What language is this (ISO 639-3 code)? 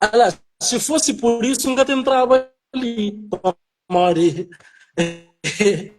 kea